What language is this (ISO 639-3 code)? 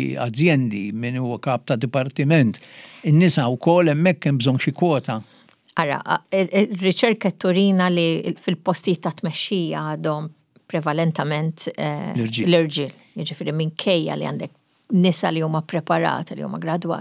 mlt